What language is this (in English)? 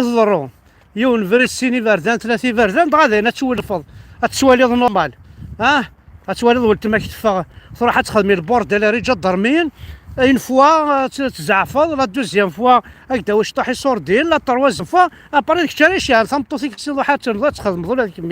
Kabyle